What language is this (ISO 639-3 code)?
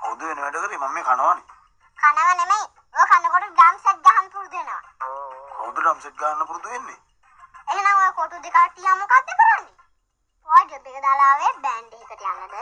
sin